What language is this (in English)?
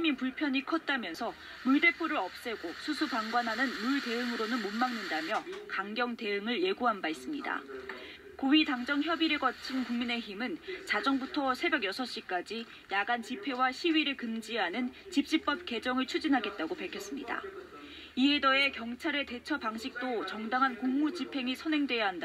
Korean